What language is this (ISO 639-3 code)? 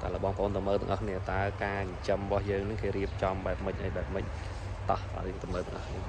khm